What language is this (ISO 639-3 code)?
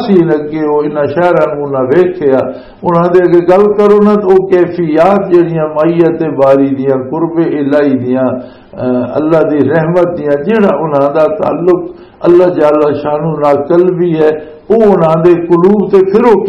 lah